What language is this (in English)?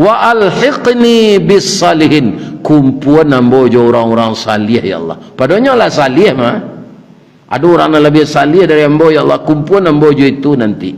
Minangkabau